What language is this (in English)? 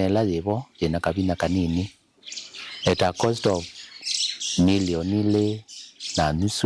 Kamba